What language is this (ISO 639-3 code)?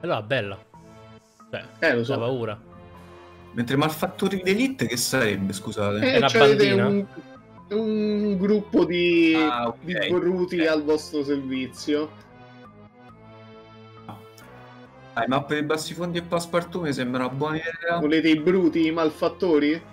ita